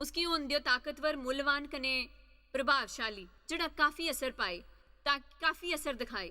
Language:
Dogri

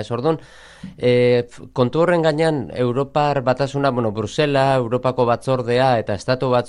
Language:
Basque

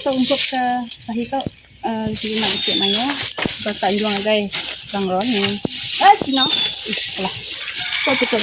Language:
Iban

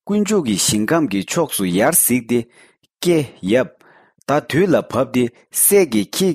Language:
Tibetan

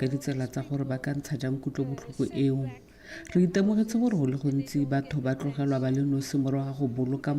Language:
Tswana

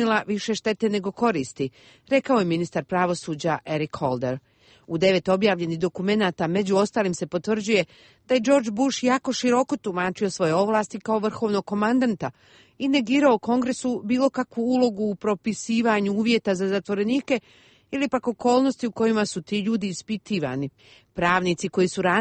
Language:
Croatian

